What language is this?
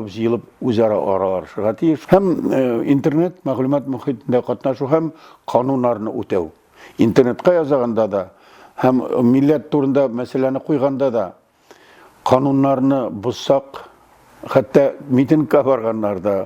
Tatar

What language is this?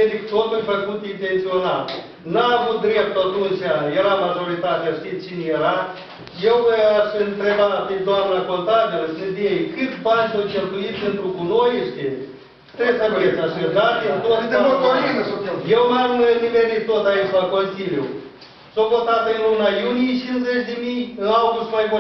Romanian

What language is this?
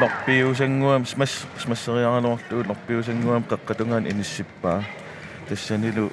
Kalaallisut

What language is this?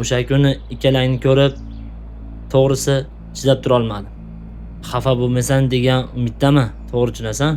Uzbek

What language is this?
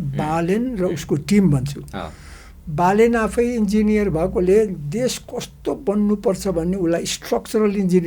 Nepali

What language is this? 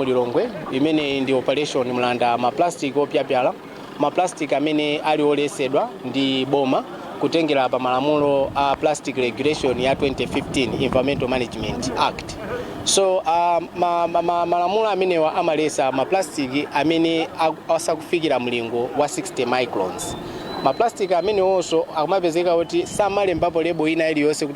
Nyanja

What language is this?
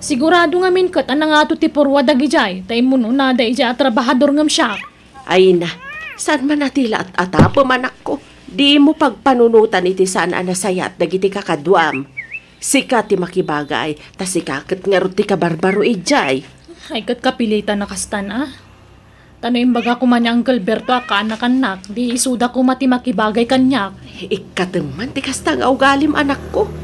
Iloko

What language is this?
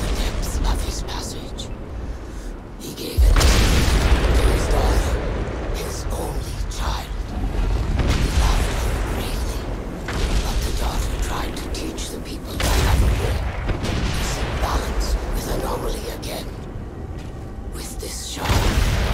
English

